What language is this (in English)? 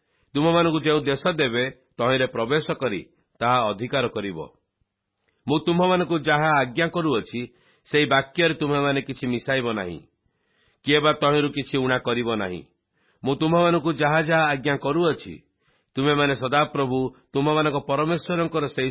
Odia